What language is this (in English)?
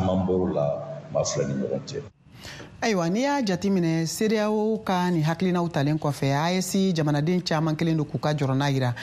Bambara